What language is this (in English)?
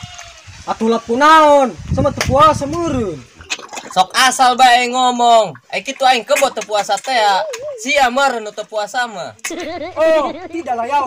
Sundanese